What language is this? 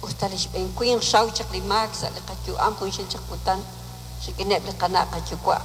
Kekchí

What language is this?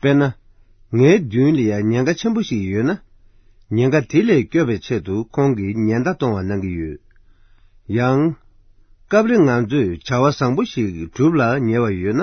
Tibetan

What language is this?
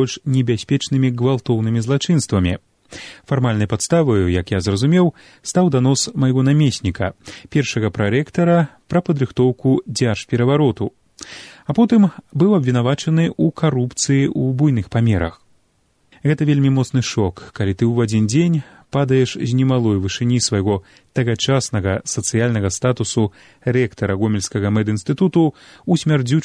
Belarusian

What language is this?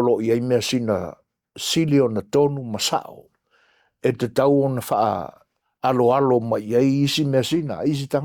Samoan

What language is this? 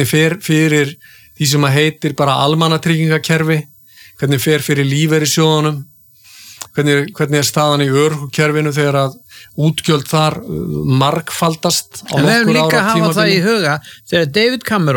Icelandic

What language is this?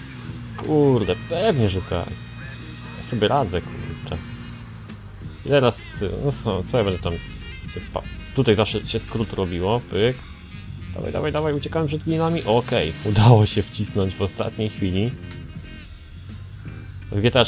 Polish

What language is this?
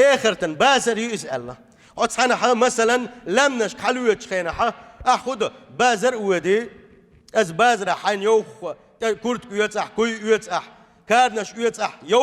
Chechen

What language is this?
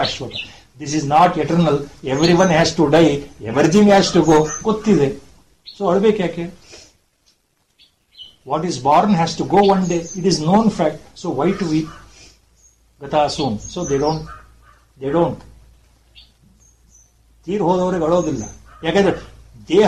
Kannada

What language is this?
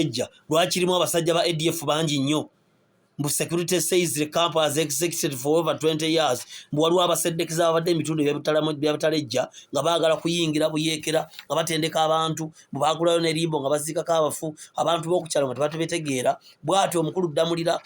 Ganda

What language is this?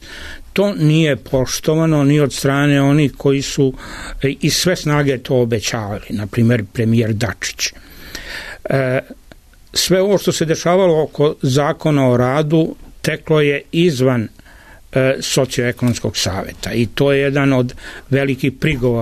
Serbian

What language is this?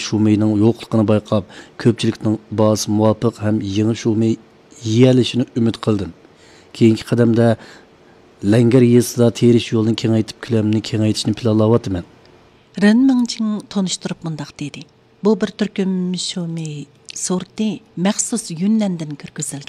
Uyghur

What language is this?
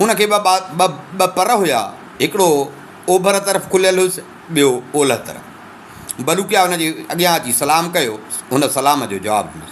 Sindhi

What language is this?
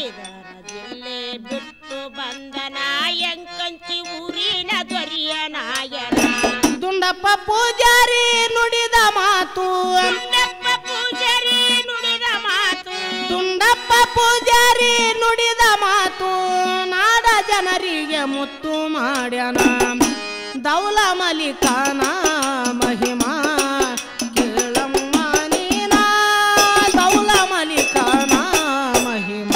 Kannada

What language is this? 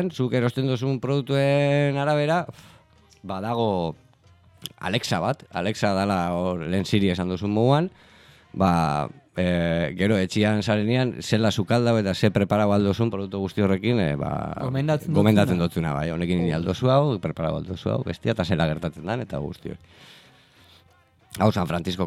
Basque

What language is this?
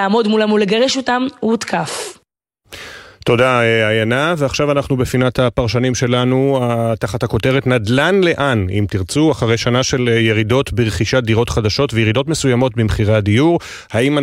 Hebrew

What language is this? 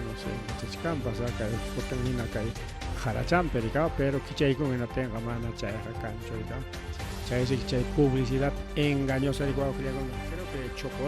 Ayacucho Quechua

